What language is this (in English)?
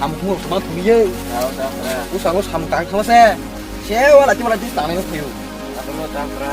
Kok Borok